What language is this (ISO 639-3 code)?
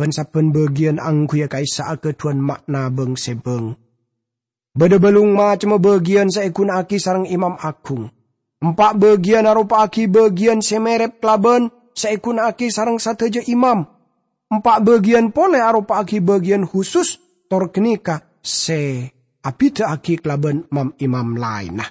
mad